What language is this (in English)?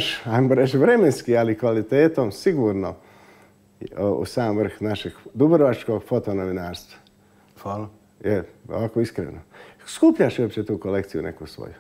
Croatian